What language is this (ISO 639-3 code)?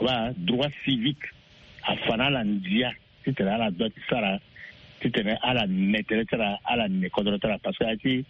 sag